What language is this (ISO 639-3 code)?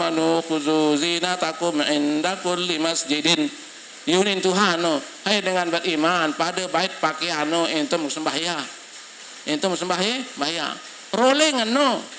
sas